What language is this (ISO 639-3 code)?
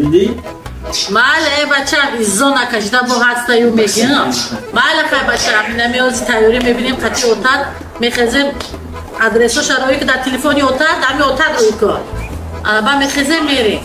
tgk